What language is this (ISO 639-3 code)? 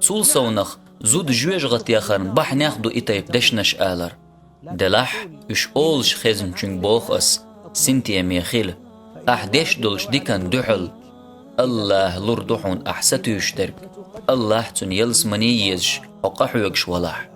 che